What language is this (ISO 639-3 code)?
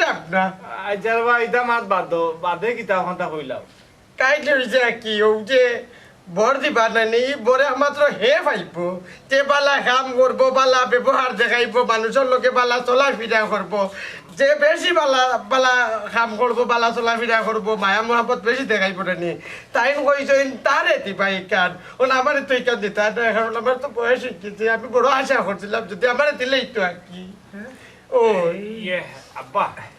syl